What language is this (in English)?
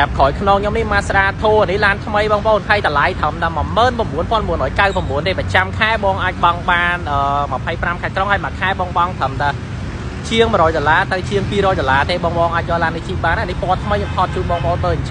Khmer